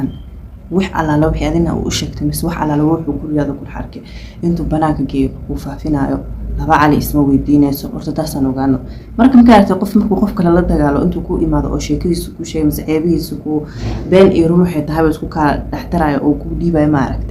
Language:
Somali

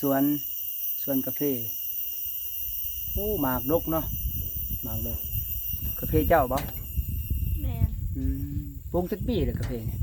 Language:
Lao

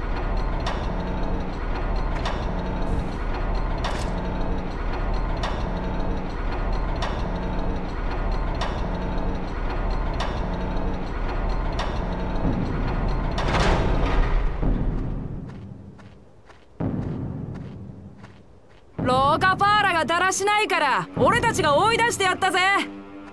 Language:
Japanese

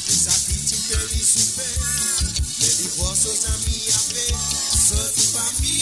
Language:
Morisyen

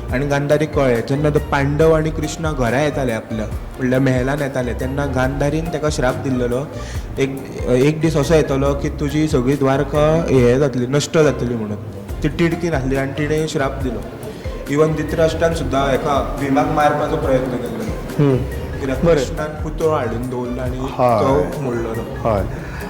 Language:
Konkani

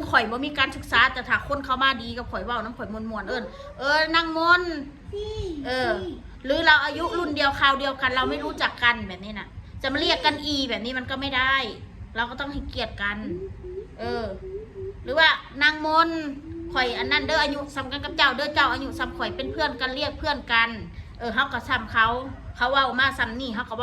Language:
Northeastern Thai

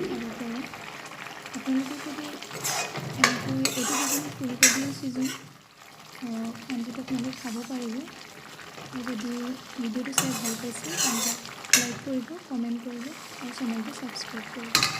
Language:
Assamese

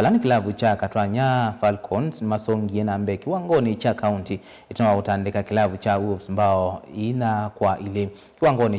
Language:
Kamba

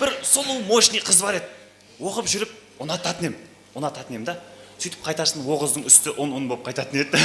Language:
Kara-Kalpak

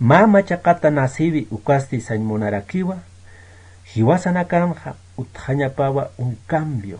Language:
Aymara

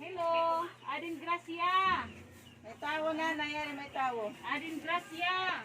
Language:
Waray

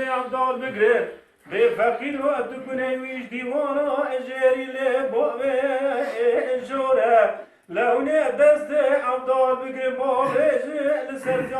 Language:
Kurdish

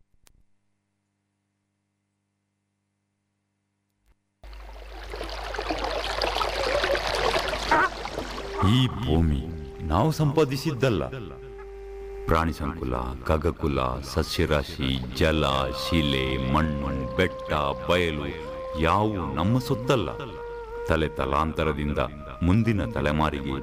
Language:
Kannada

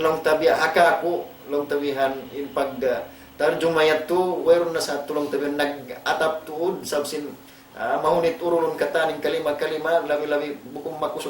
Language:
Tausug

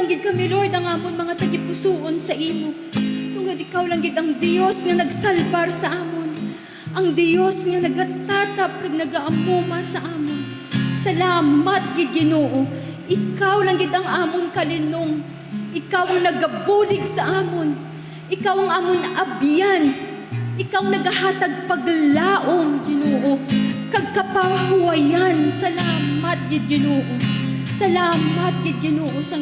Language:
Hiligaynon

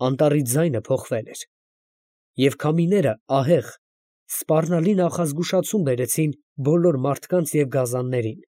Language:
Armenian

